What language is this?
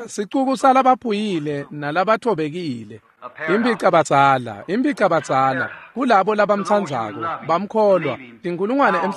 Swati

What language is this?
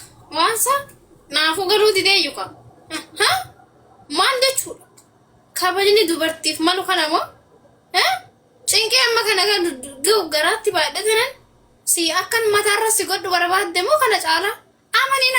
Oromo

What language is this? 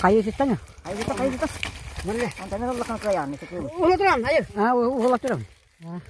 Yakut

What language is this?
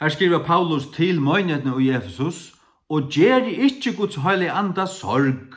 Faroese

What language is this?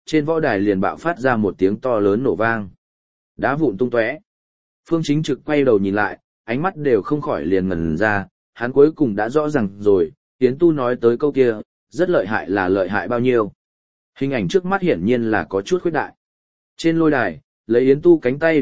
Vietnamese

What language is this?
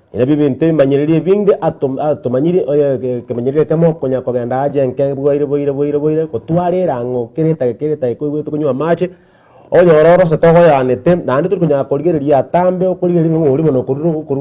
Gusii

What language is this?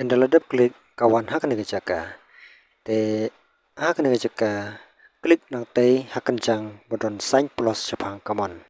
Khasi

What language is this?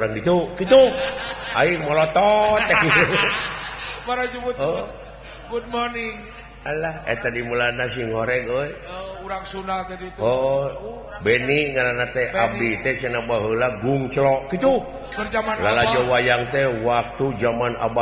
Sundanese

